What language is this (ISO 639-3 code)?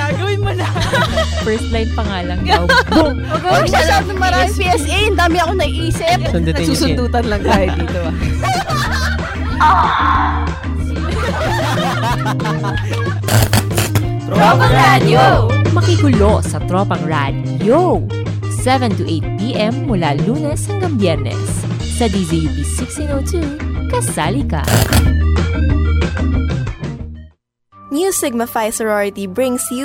fil